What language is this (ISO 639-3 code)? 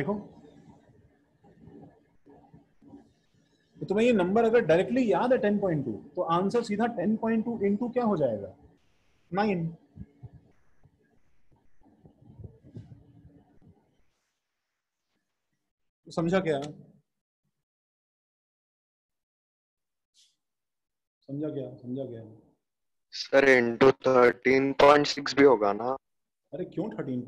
hin